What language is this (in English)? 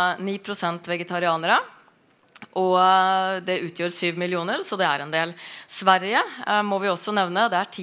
Norwegian